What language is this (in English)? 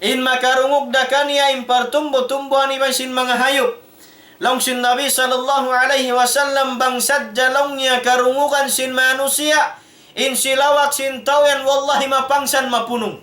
Tausug